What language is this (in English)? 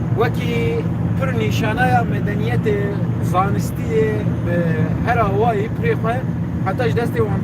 Kurdish